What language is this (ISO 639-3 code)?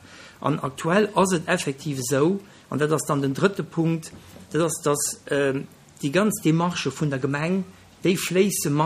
ltz